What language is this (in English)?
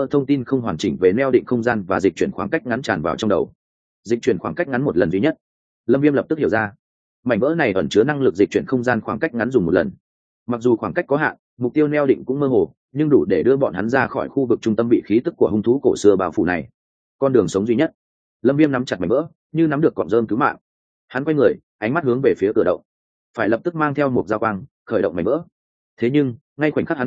Vietnamese